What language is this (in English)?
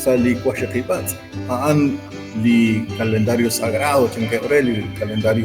Kekchí